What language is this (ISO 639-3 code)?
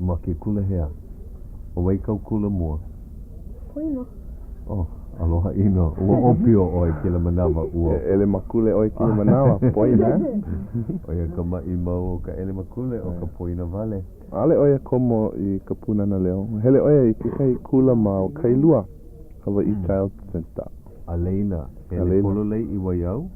haw